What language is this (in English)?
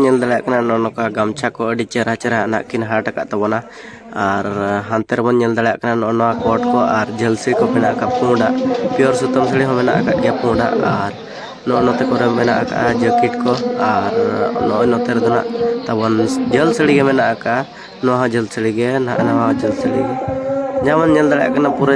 Santali